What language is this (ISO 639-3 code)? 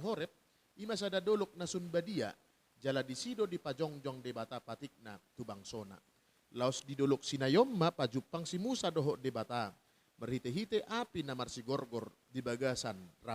bbc